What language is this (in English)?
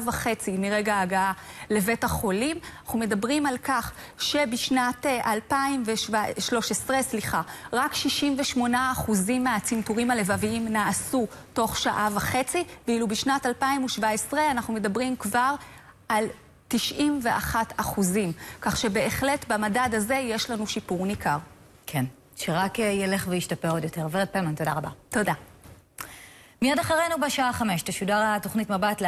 Hebrew